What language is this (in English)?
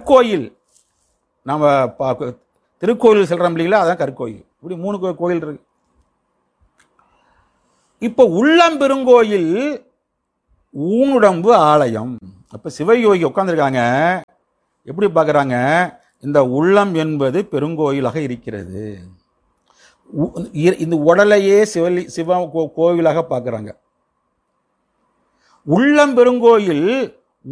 Tamil